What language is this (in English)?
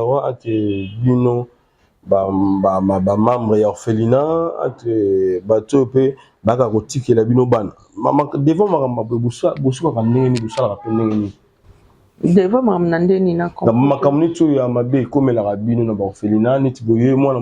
Lingala